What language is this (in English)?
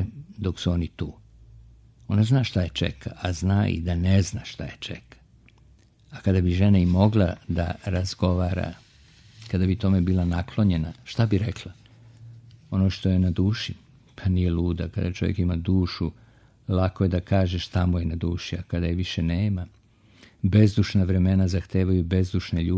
Serbian